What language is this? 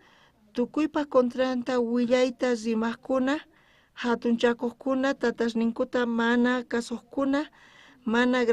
South Bolivian Quechua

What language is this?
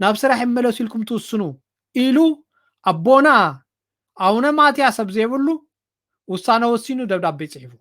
Tigrinya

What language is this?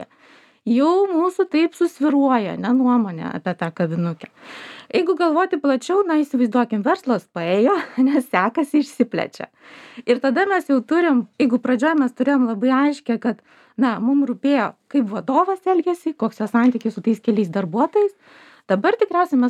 Lithuanian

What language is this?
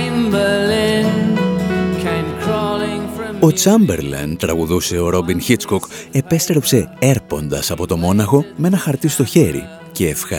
Greek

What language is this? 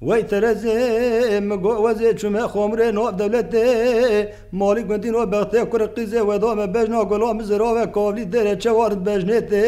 Kurdish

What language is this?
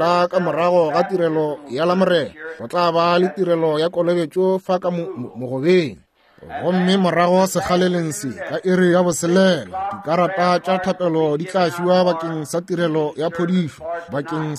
Northern Sotho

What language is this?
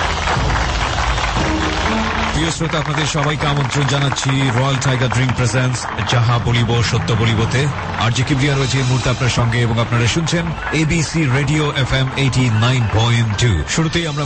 Bangla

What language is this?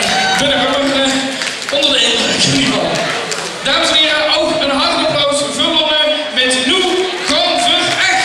Limburgish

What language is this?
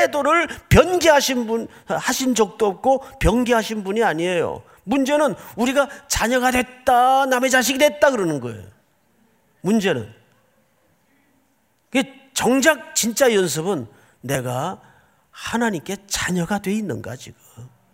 Korean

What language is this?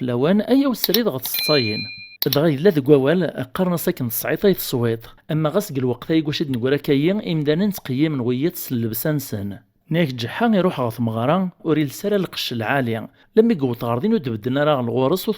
Kabyle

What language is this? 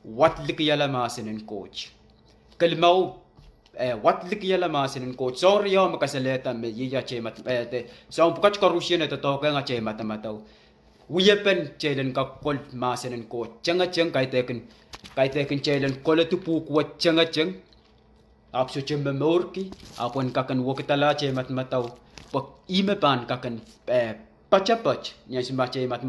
Pohnpeian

